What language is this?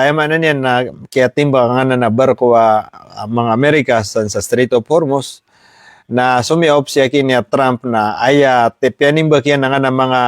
Maranao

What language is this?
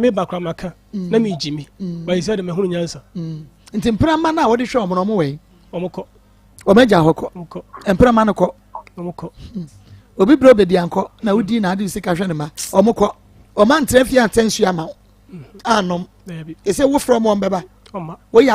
Akan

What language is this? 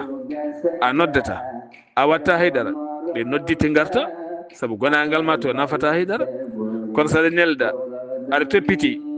Fula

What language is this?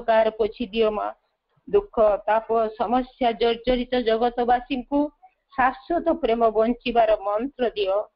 Odia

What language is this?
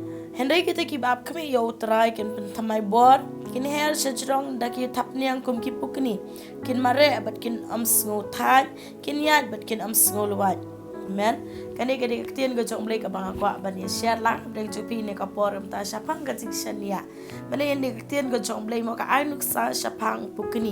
Khasi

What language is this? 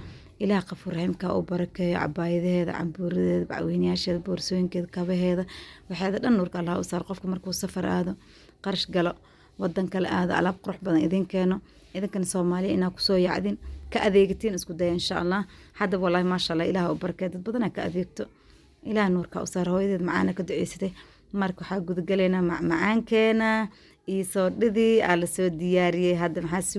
Somali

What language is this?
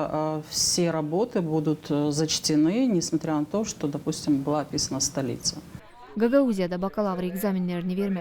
Gagauz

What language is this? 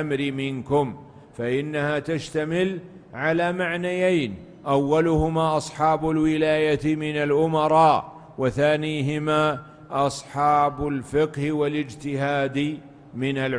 Arabic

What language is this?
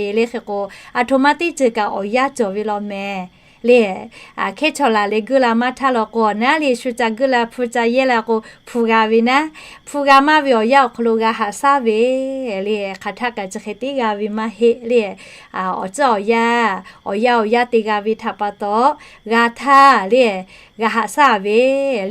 Lahu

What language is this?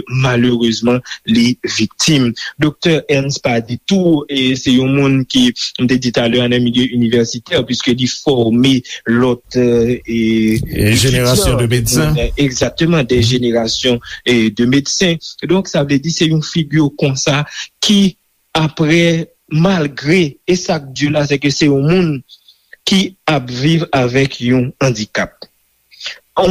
Haitian Creole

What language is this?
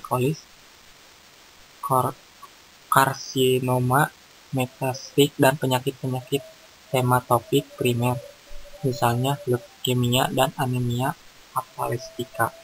Indonesian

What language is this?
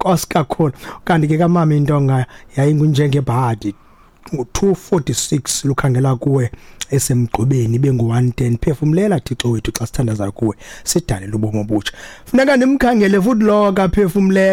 Xhosa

